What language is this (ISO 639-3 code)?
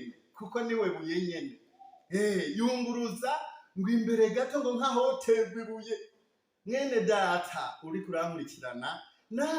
run